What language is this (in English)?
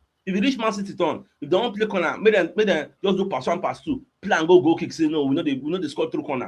Nigerian Pidgin